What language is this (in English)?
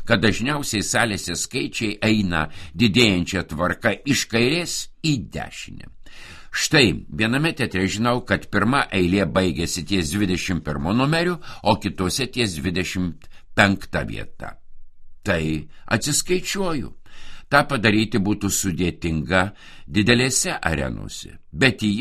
Lithuanian